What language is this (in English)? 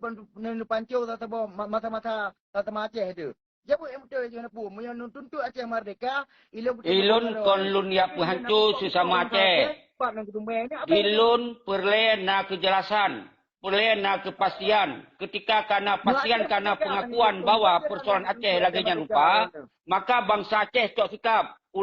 Achinese